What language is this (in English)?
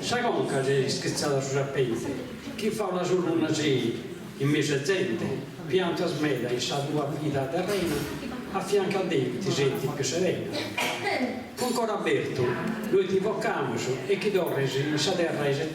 Sardinian